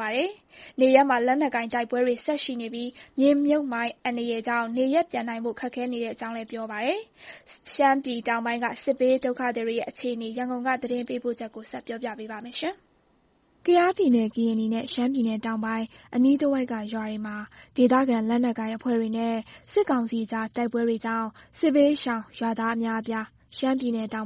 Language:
Burmese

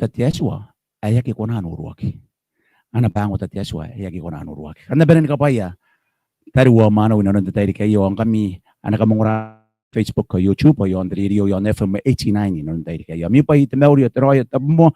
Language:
Gilbertese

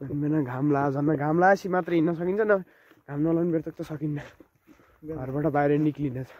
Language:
Nepali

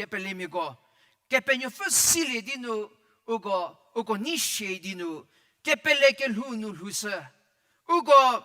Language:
Angami Naga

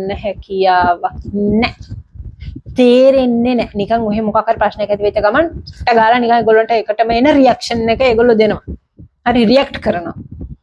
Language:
Sinhala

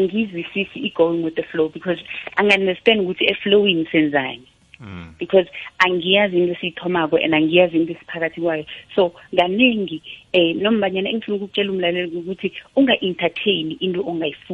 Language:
South Ndebele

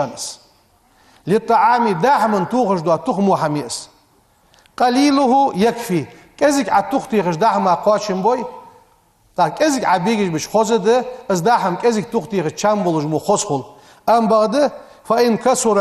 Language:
Ingush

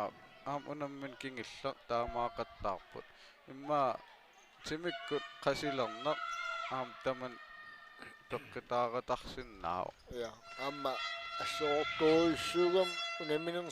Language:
Kalaallisut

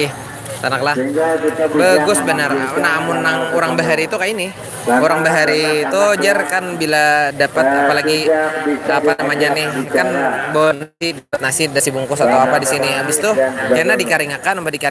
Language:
Banjar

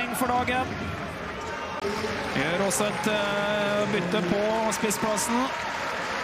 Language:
Norwegian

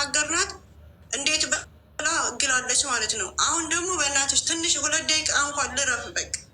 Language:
Amharic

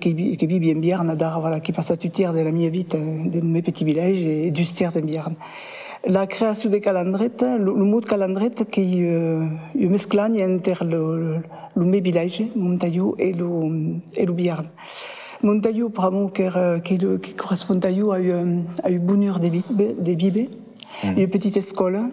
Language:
Occitan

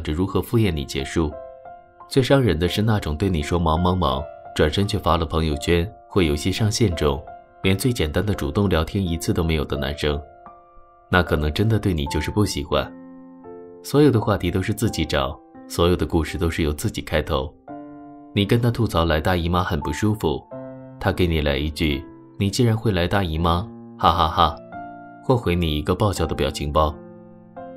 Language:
Chinese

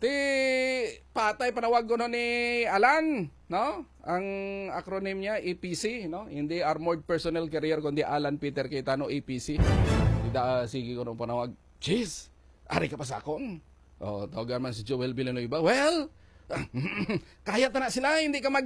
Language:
Hiligaynon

